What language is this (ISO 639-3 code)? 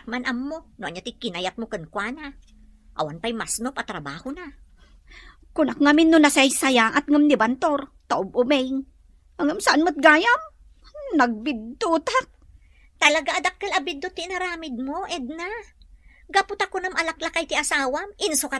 ilo